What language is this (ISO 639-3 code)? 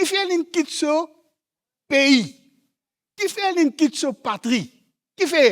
mfe